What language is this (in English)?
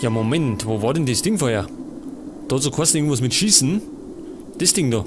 Bavarian